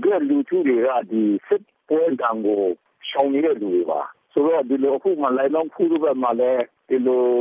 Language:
Burmese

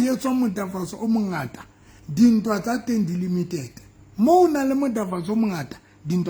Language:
Southern Sotho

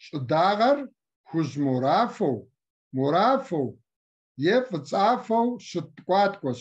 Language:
Kabardian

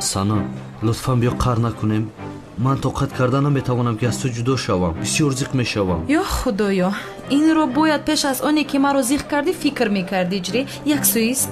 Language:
Tajik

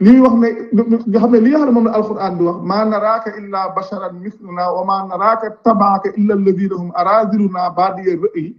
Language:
Wolof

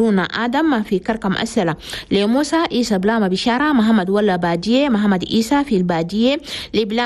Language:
Chadian Arabic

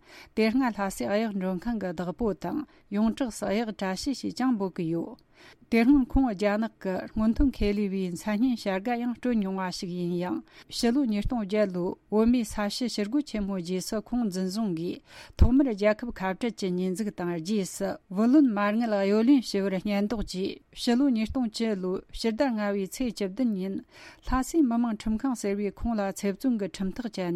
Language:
Tibetan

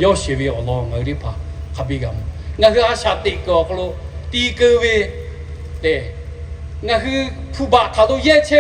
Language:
Lahu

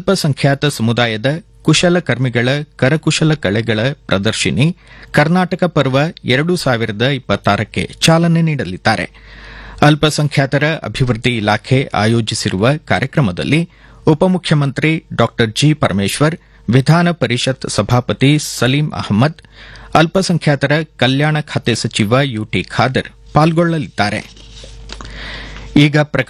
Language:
Kannada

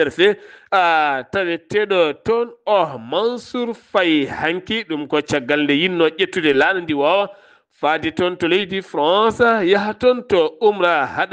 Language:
Fula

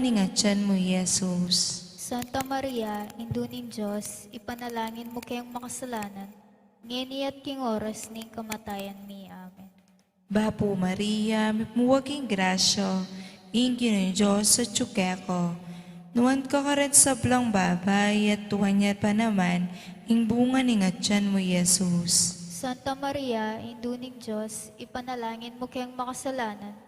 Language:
Pampanga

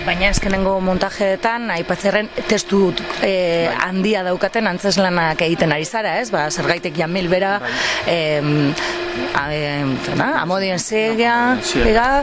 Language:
Basque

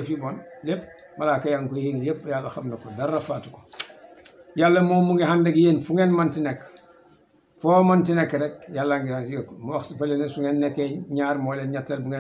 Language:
Wolof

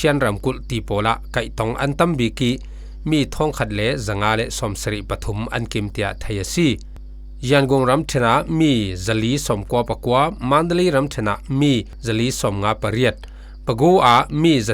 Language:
Falam Chin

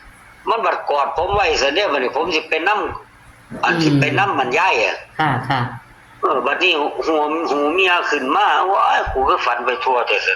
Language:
Northeastern Thai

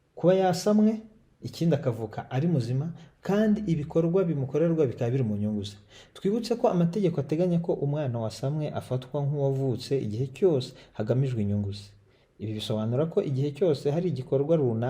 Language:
Kinyarwanda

